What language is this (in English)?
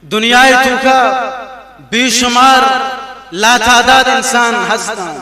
Baluchi